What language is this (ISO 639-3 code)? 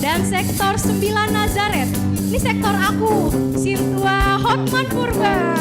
bts